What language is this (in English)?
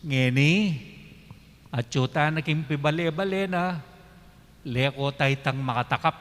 Pampanga